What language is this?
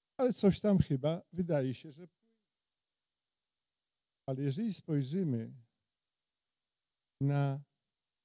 Polish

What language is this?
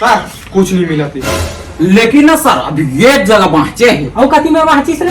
Chhattisgarhi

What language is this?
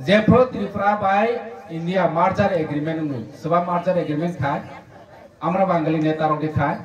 Kok Borok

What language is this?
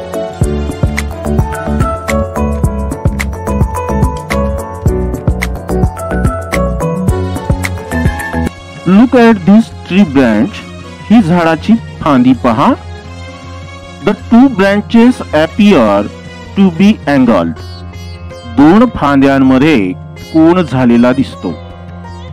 Marathi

